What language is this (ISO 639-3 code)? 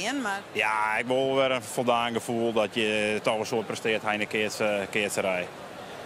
fry